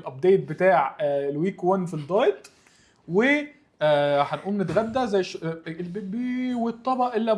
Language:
Egyptian Arabic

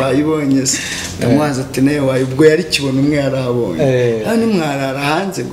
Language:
Kinyarwanda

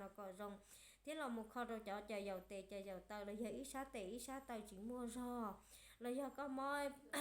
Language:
Hmong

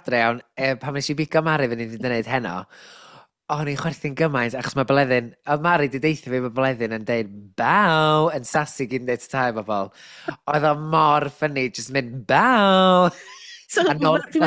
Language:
Welsh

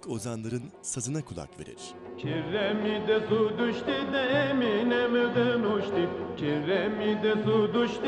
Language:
Turkish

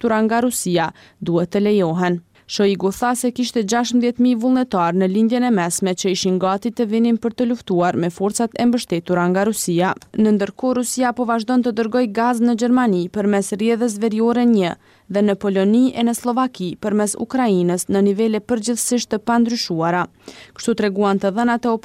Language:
Albanian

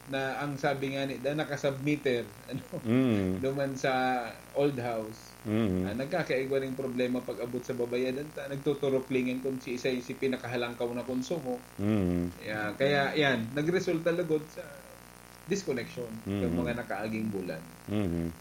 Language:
Bikol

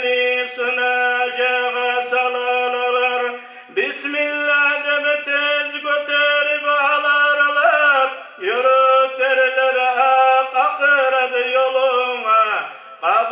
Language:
Kumyk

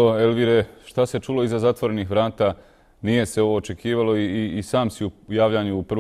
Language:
Bosnian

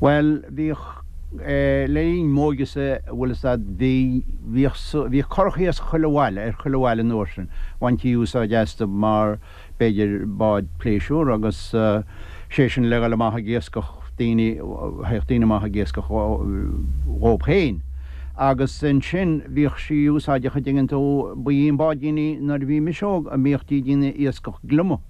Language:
Irish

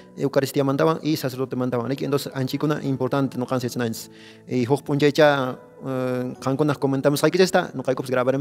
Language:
Quechua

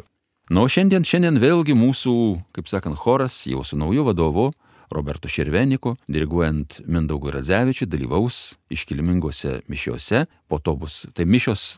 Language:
Lithuanian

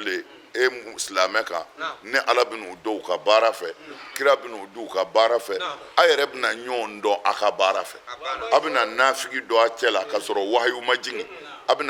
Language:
Bambara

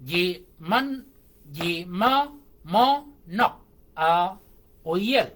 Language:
Shilluk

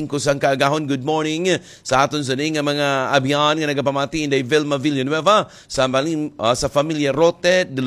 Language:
Hiligaynon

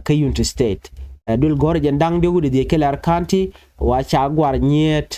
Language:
Nuer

